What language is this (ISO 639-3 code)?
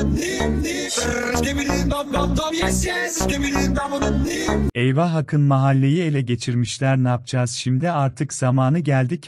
tur